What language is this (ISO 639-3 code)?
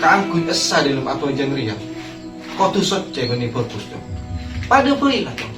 mad